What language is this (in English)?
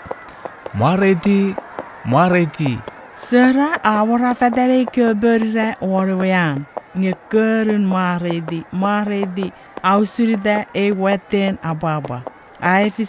Chuukese